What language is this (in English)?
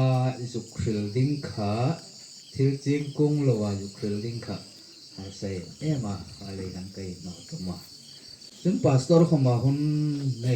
Hmar